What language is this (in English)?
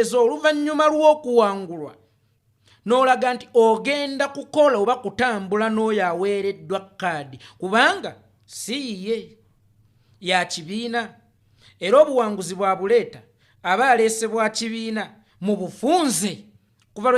Ganda